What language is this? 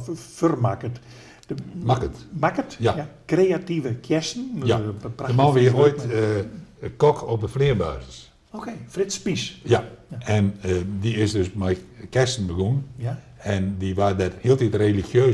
Western Frisian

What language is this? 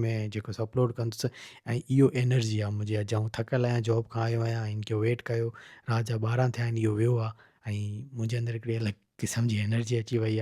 Sindhi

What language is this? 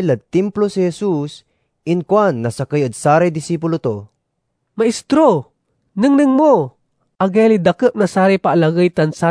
Pangasinan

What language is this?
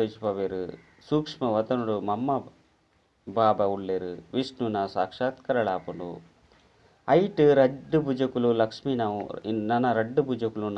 Tulu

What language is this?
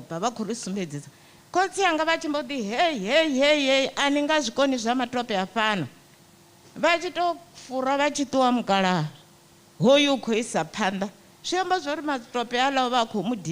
Venda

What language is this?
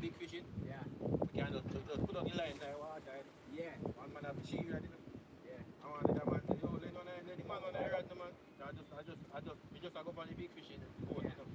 Jamaican Creole English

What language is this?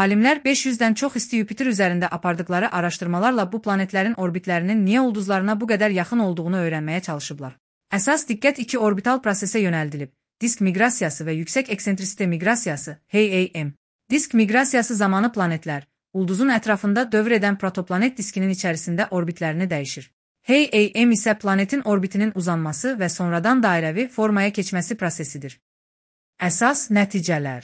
Azerbaijani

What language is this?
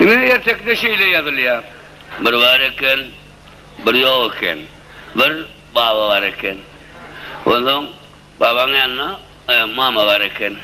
Turkmen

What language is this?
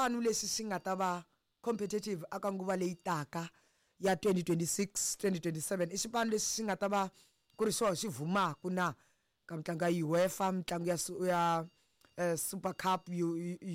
Tsonga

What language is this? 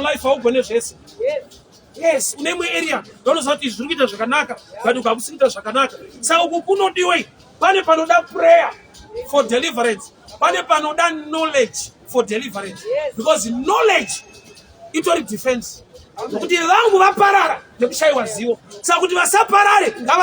Shona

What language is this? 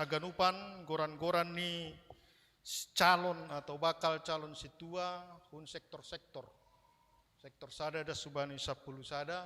Batak Simalungun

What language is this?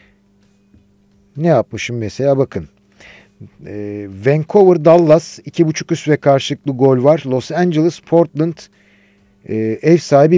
Turkish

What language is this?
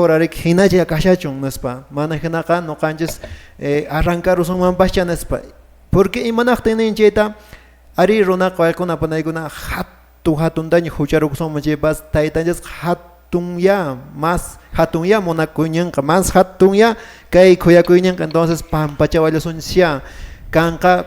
Quechua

